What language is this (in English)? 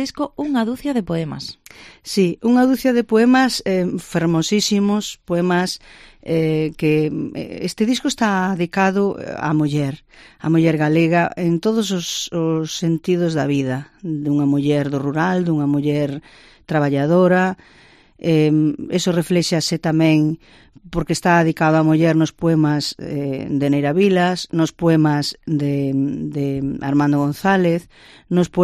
Galician